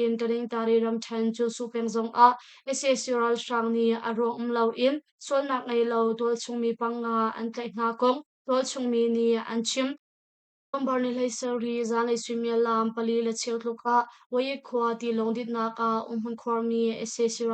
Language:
Hakha Chin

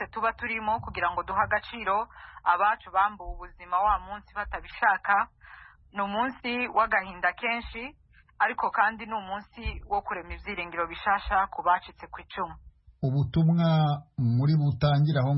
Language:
Kinyarwanda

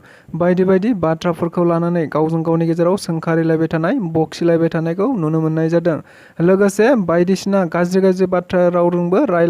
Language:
Bodo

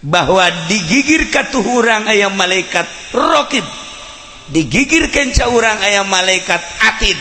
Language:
Sundanese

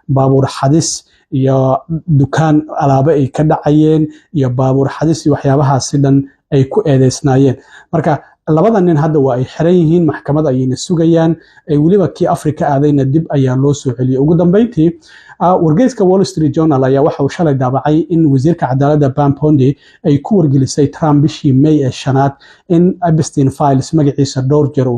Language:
Somali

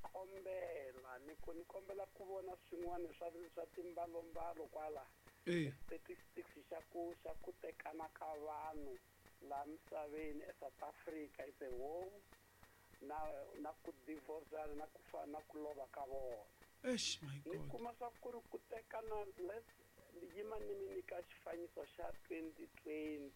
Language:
Tsonga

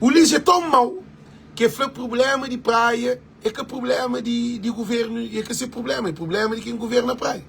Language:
Kabuverdianu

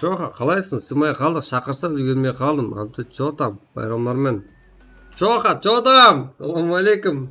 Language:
Kara-Kalpak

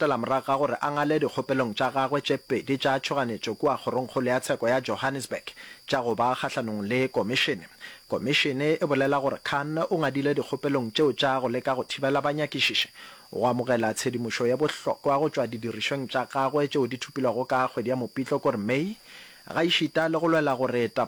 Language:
Northern Sotho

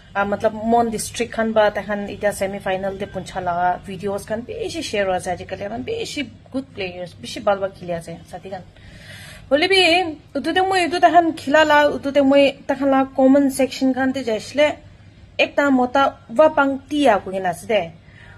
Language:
Naga Pidgin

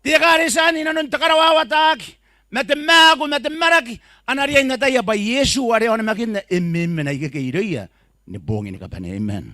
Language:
Gilbertese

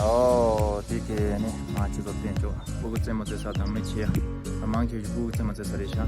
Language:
Tibetan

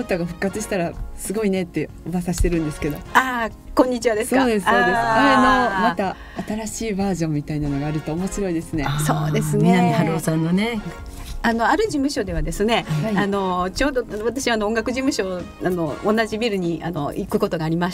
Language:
Japanese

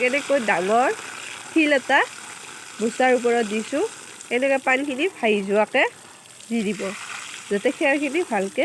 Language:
Assamese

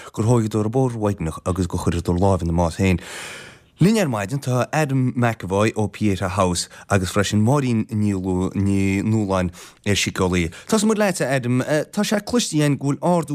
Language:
Irish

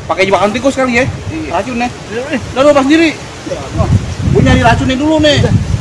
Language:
Betawi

